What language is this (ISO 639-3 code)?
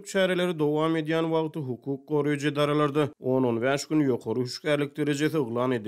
tuk